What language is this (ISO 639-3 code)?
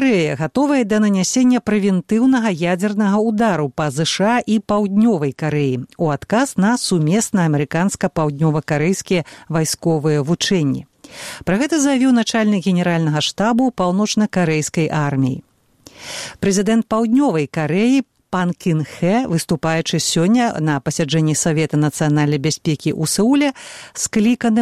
bel